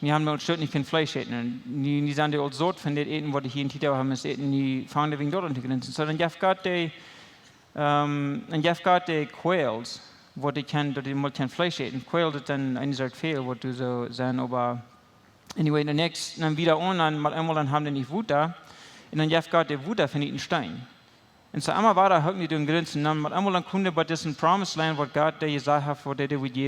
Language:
Plautdietsch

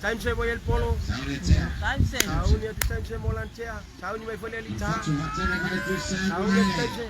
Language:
Samoan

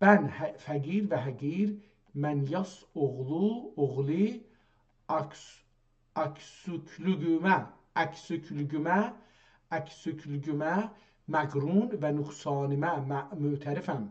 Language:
South Azerbaijani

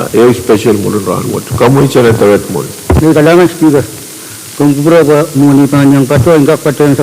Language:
Pohnpeian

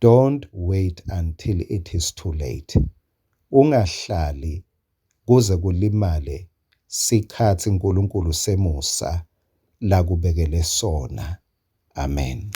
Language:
Swati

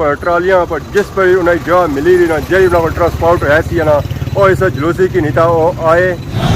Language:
Pahari-Potwari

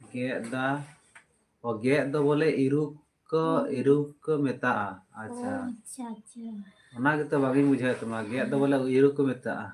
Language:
Santali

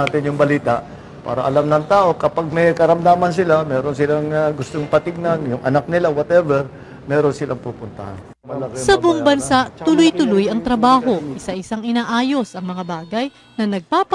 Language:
Filipino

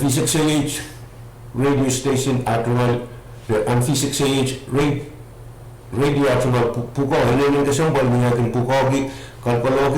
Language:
Pohnpeian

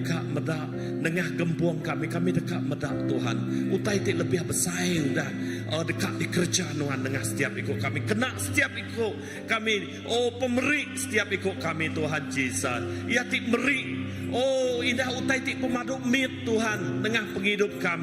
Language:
Iban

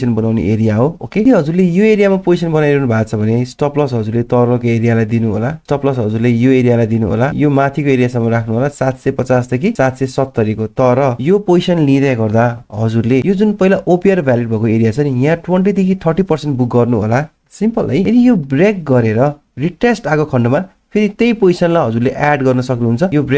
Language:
Nepali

